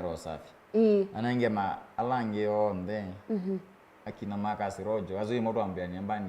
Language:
Kamba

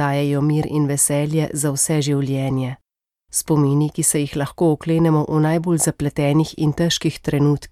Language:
Slovenian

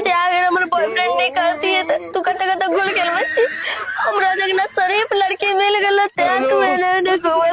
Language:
Maithili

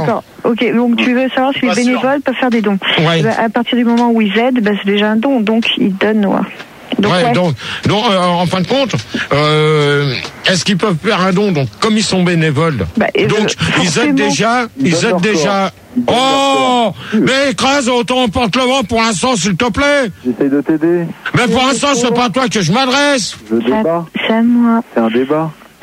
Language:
French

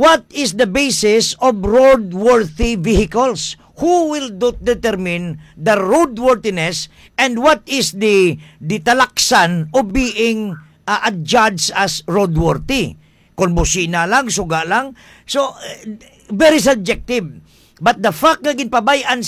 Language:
Hiligaynon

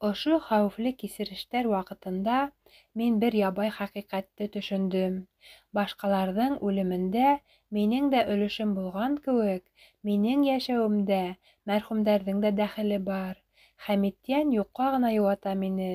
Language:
Bashkir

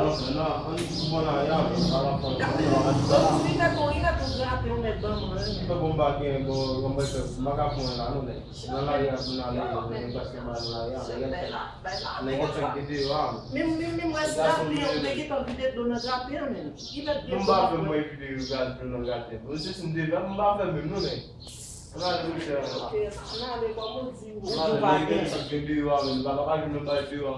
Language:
Haitian Creole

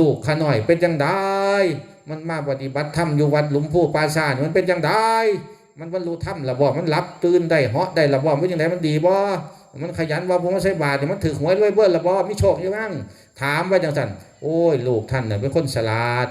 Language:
Northeastern Thai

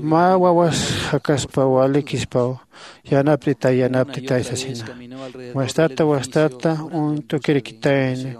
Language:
Aymara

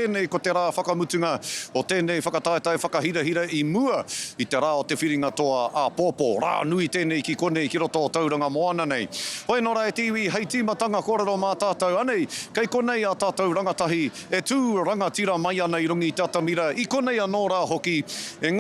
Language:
Māori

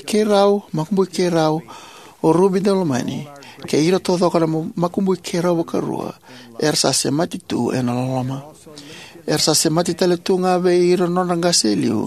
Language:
Fijian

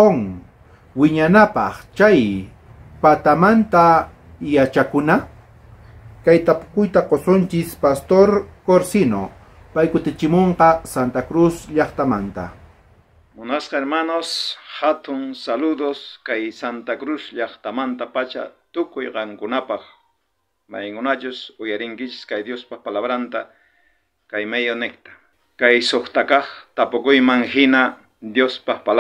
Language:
South Bolivian Quechua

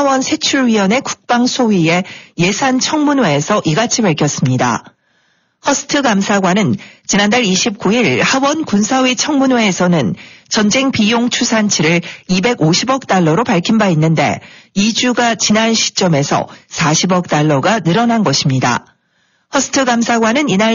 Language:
Korean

